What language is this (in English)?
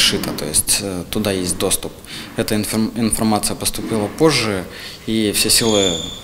Russian